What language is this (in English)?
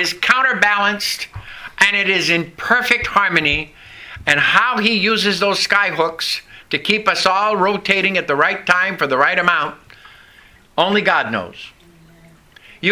English